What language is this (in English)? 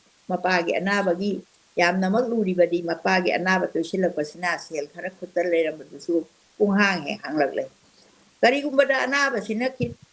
Manipuri